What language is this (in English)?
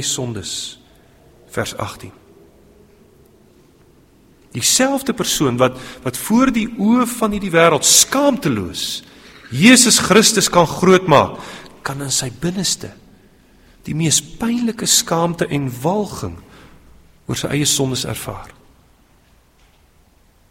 Afrikaans